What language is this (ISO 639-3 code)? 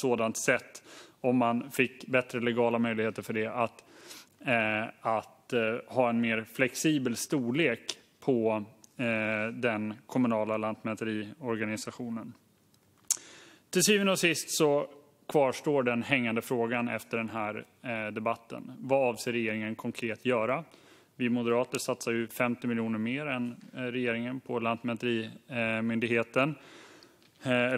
swe